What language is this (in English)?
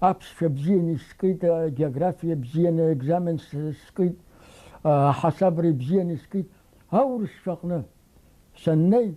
Abkhazian